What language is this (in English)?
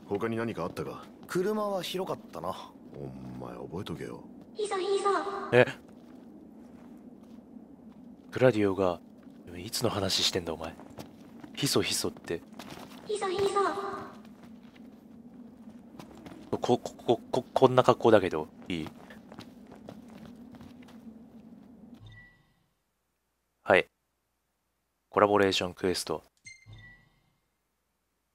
Japanese